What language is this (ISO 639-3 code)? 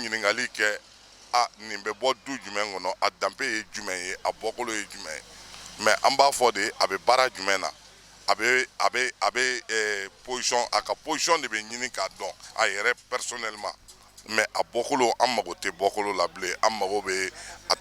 bam